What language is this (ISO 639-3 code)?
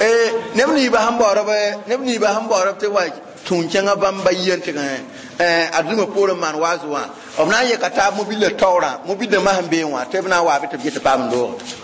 mos